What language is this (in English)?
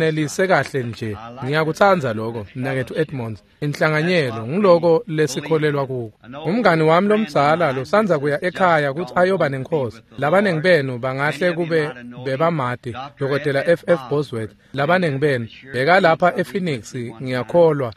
Swati